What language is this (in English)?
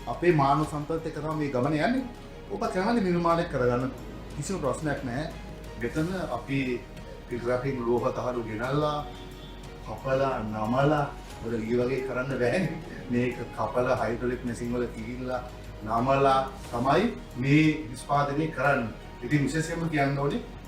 Sinhala